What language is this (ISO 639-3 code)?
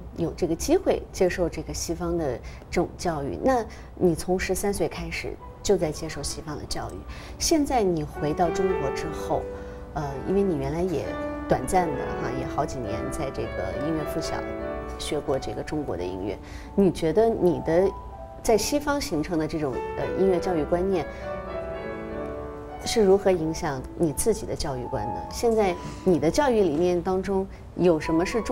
zho